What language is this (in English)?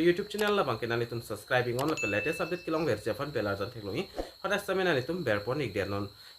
Karbi